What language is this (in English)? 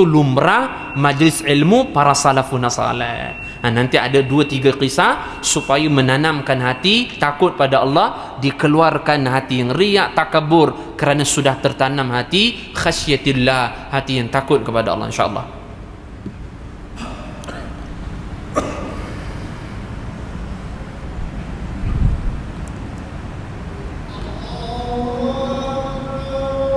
Malay